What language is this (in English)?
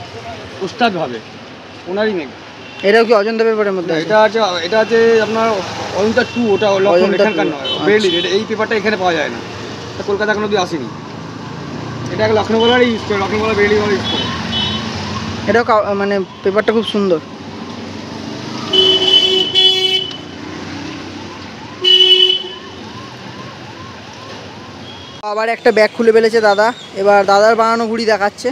Bangla